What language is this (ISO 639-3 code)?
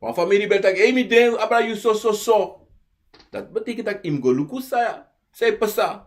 srn